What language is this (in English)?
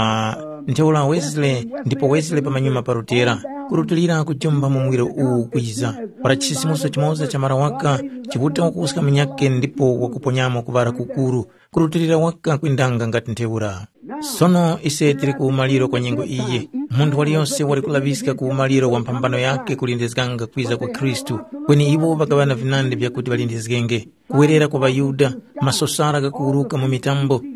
Tumbuka